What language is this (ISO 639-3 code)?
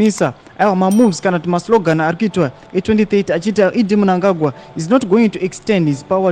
sna